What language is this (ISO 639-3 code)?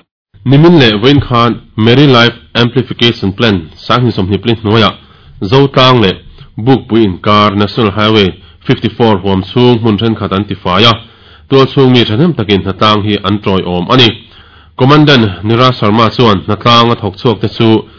lus